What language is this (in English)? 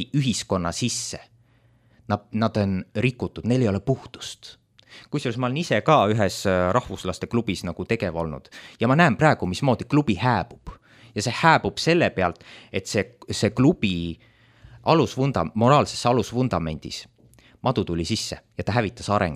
Estonian